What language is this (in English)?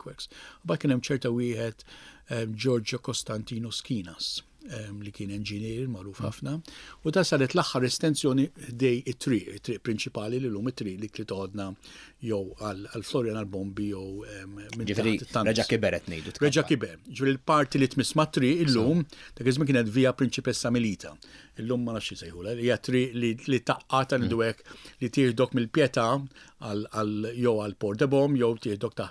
Maltese